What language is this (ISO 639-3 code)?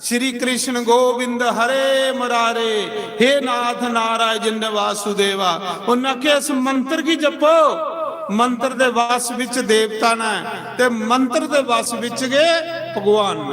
doi